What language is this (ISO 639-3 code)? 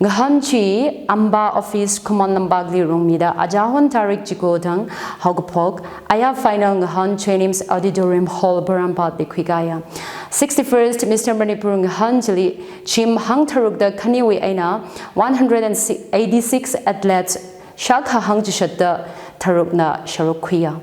nmf